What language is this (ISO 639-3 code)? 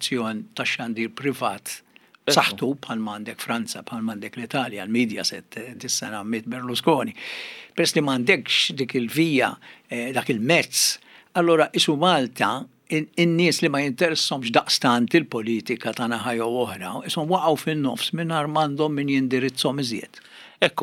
mlt